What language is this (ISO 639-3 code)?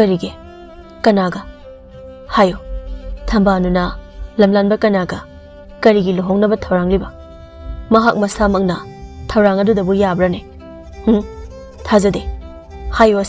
mni